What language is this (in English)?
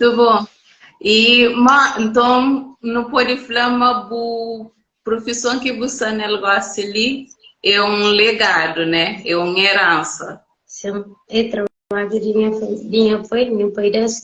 Kabuverdianu